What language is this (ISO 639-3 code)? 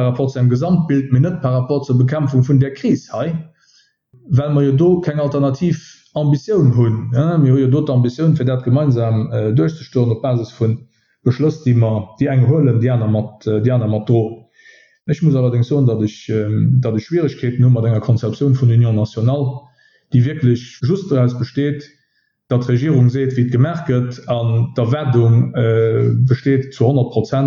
ltz